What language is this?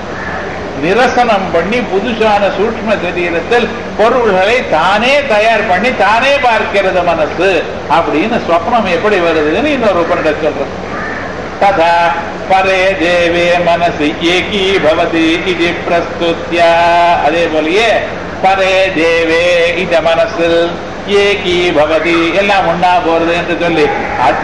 Tamil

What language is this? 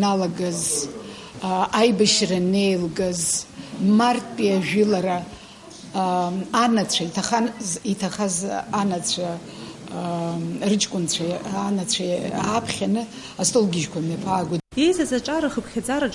Abkhazian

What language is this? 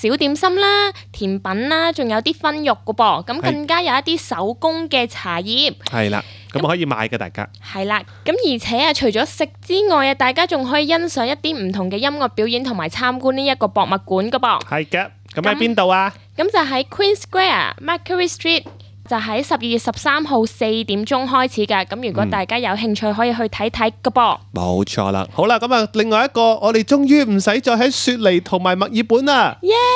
Cantonese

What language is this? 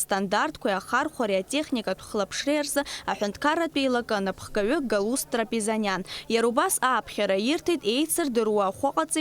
Abkhazian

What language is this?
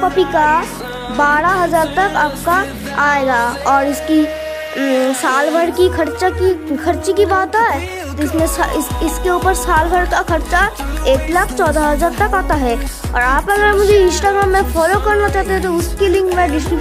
Hindi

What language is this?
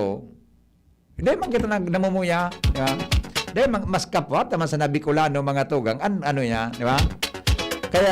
Bikol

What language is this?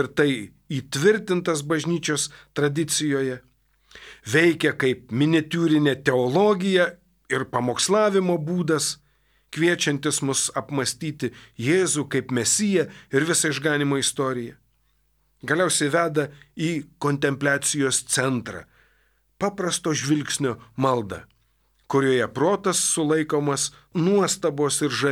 Lithuanian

